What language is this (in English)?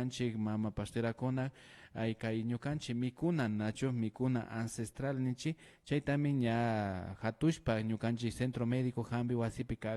Imbabura Highland Quichua